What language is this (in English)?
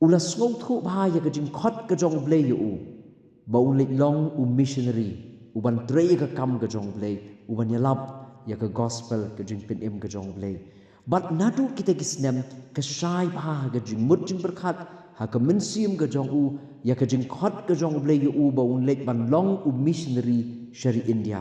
Khasi